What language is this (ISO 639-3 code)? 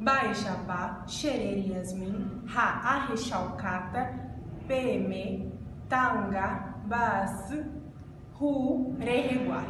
grn